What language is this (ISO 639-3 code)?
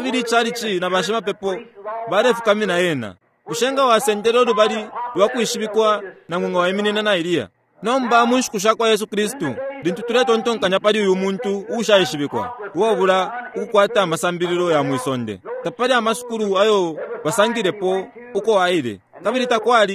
bem